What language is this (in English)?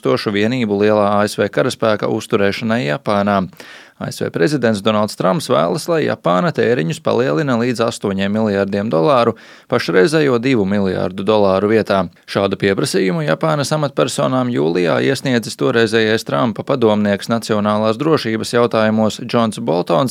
Latvian